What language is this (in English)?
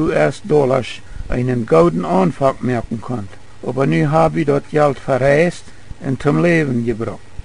Plautdietsch